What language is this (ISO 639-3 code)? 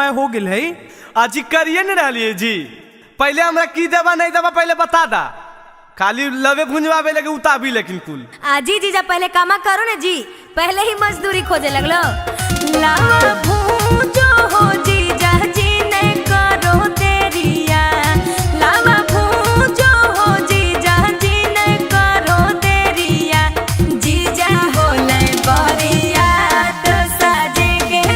mag